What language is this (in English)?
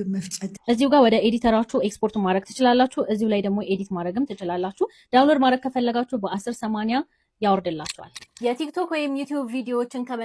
Amharic